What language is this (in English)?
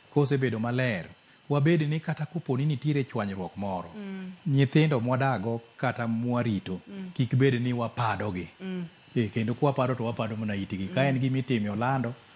Luo (Kenya and Tanzania)